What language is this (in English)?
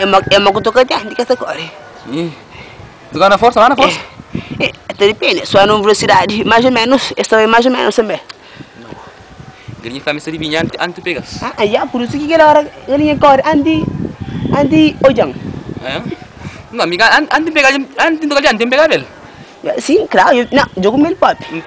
Kabuverdianu